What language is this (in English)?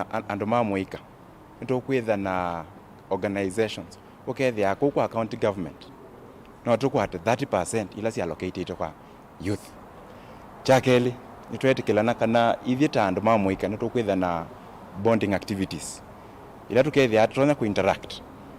Kamba